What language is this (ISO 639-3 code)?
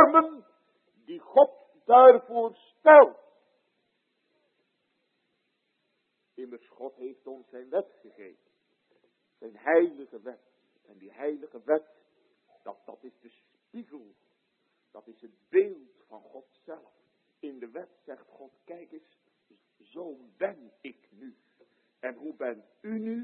nld